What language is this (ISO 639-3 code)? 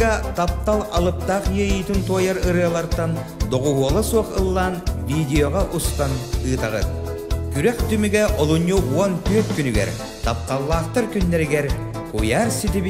sah